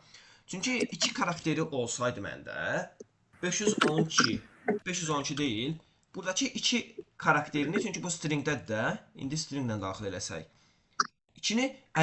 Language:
Azerbaijani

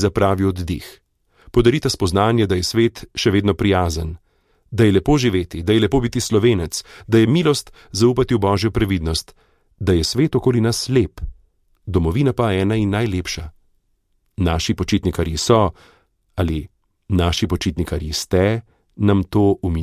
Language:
Slovenian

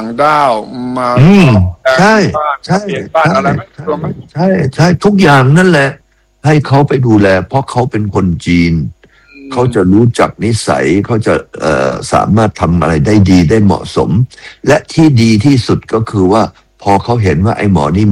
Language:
Thai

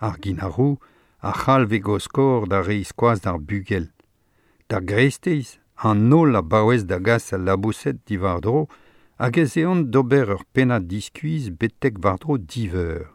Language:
Breton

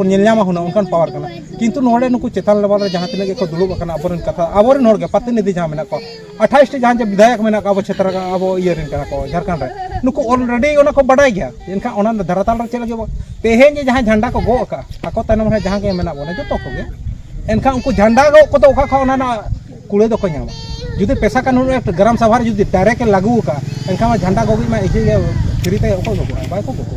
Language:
Santali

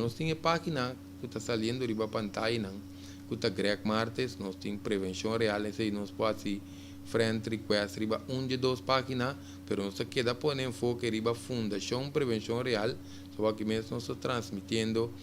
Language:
Papiamento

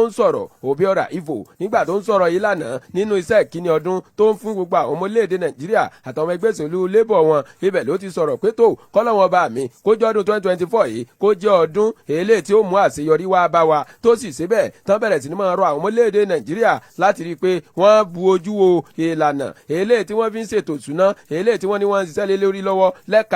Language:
Yoruba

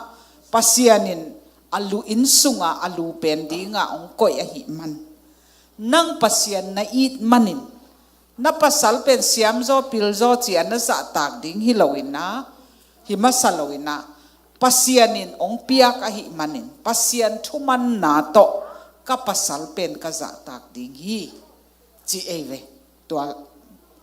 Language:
Tedim Chin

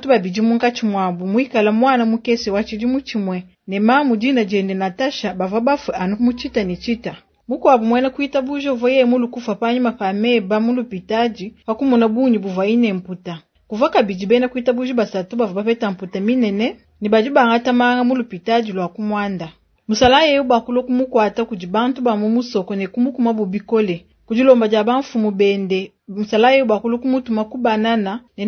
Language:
Luba-Lulua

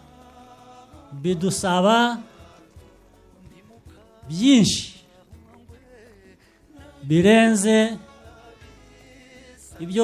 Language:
Kinyarwanda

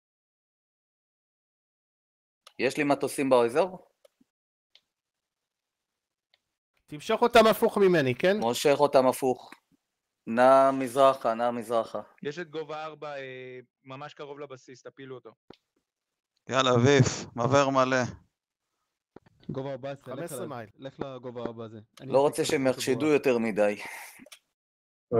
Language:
Hebrew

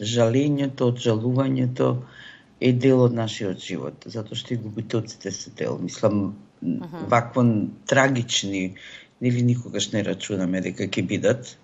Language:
Macedonian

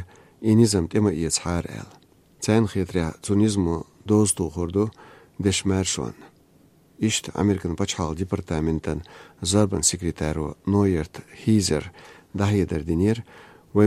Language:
Chechen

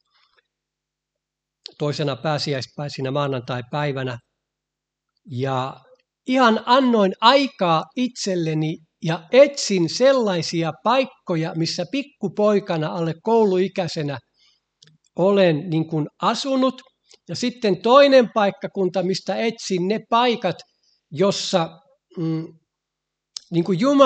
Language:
Finnish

